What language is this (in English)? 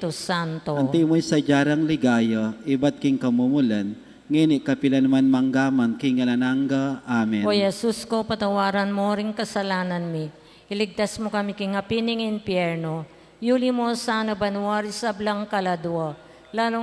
Pampanga